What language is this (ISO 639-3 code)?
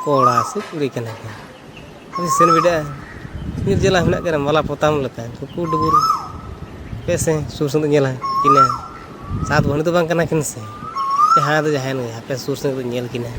sat